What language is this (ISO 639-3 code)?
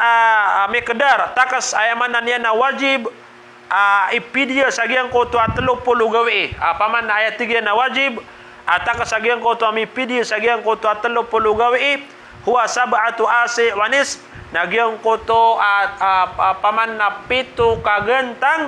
mrw